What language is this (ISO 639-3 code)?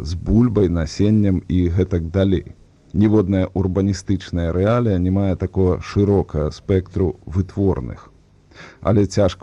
bel